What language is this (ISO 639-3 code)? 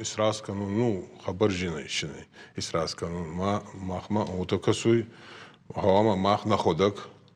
oss